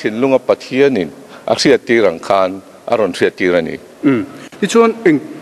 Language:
Mizo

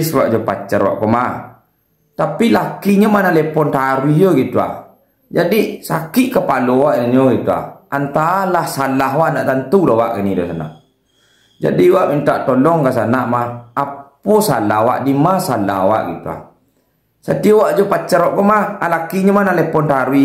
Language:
Minangkabau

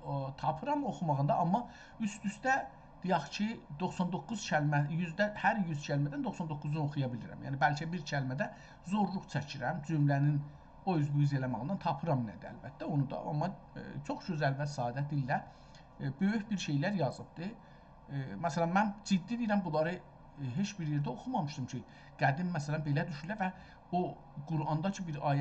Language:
South Azerbaijani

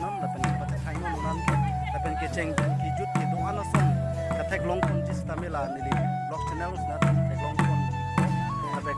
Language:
Karbi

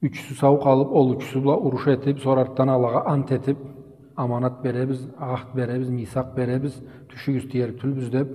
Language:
Karachay-Balkar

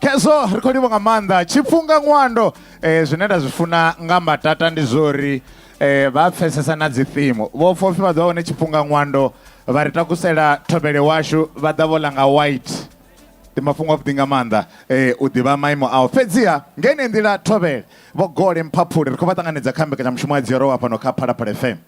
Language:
Venda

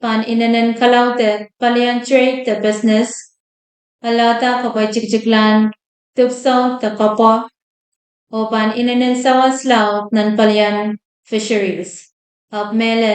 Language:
Pohnpeian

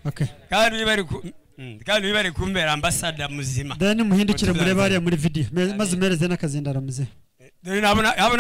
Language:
Kinyarwanda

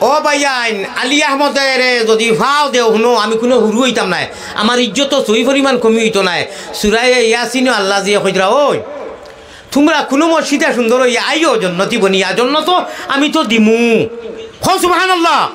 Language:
Sylheti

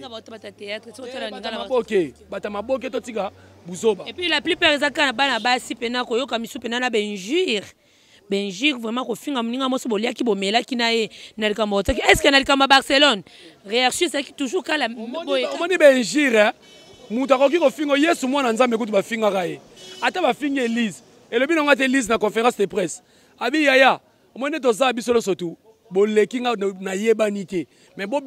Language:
Lingala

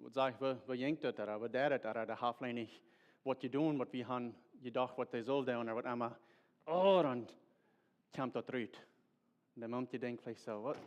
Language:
Plautdietsch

